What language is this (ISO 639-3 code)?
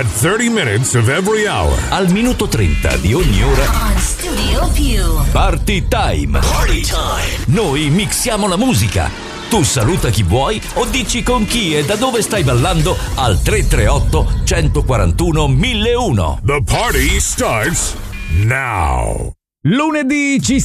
ita